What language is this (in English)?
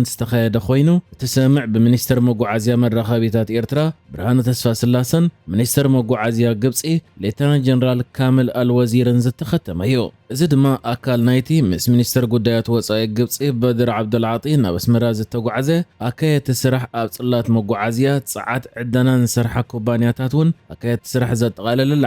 Tigrinya